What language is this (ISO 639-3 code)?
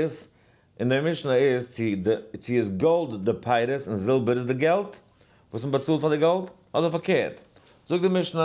yid